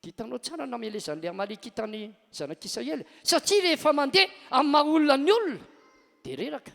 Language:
Malagasy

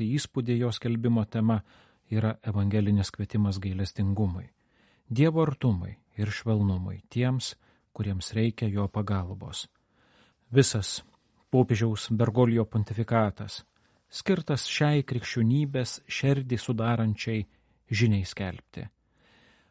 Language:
Lithuanian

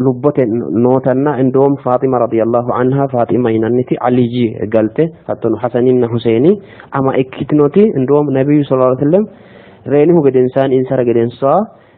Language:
Sidamo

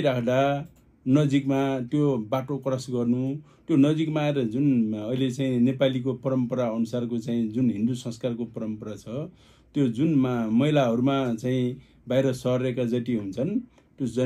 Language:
Nepali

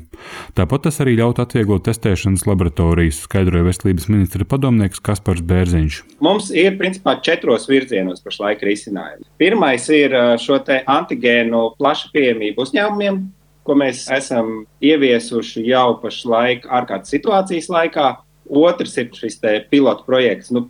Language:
Latvian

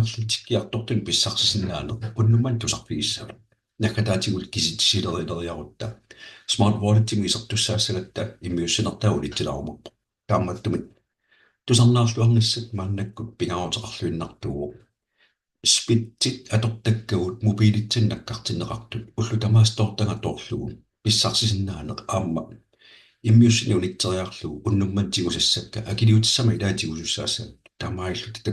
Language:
Kalaallisut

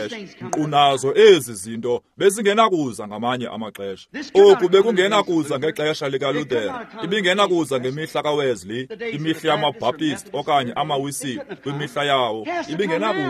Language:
Xhosa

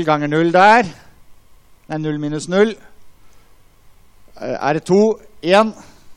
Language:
Norwegian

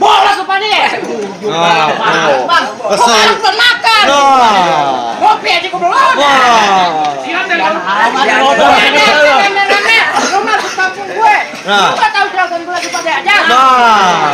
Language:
Betawi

